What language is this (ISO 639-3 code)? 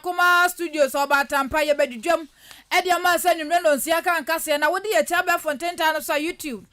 aka